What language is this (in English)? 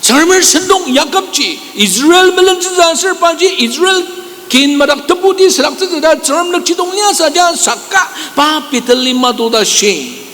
Ao Naga